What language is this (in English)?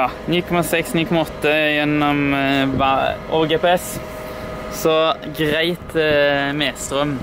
Norwegian